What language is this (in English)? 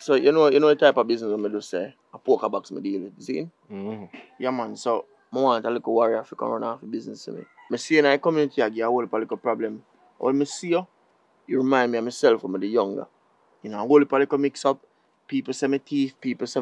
Jamaican Creole English